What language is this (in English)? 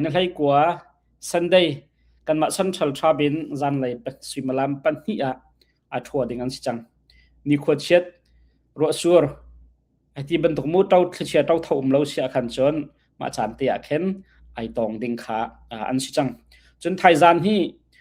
Hakha Chin